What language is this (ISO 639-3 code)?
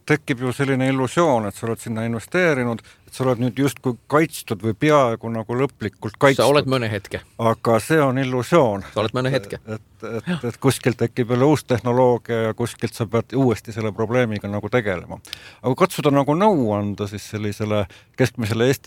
est